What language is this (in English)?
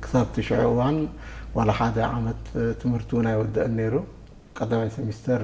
Tigrinya